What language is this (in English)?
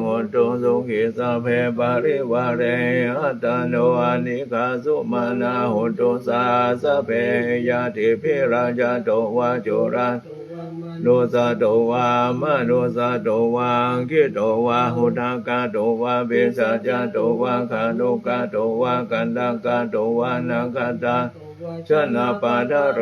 Pali